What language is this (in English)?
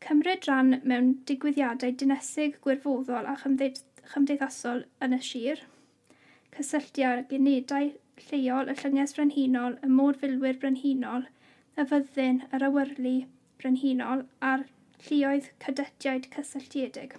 Welsh